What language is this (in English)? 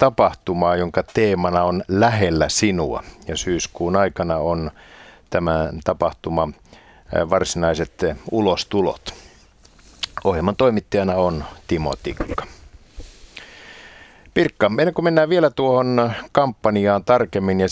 Finnish